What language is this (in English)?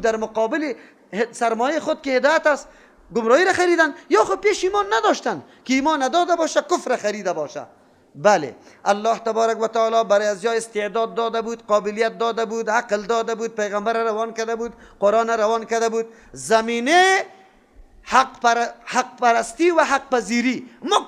Persian